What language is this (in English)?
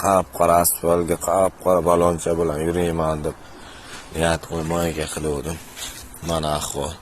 Uzbek